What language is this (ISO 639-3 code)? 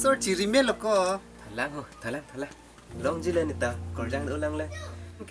mjw